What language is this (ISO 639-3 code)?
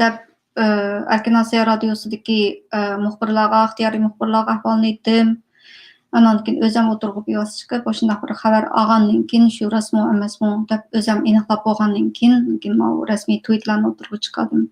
uig